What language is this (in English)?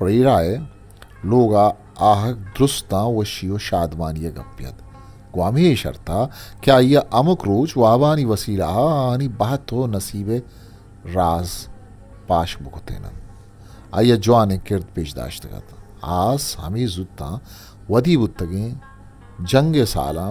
Eastern Balochi